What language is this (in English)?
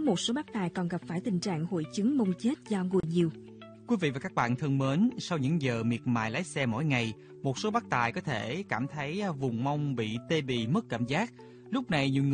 Vietnamese